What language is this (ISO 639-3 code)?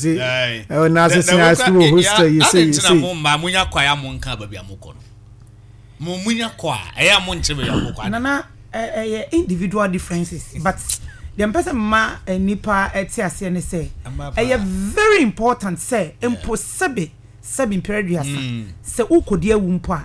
aka